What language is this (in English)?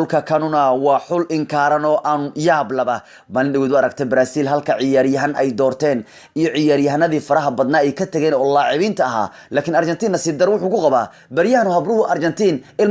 Somali